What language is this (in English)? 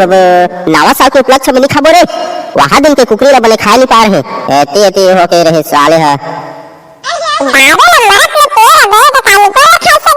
Chhattisgarhi